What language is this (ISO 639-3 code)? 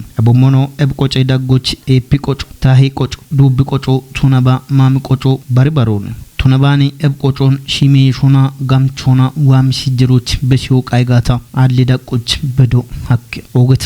kbr